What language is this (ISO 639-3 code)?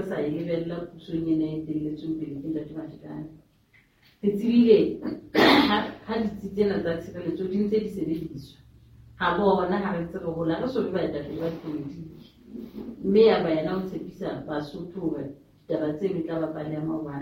sot